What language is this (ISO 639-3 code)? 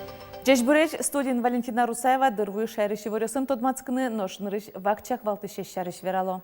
udm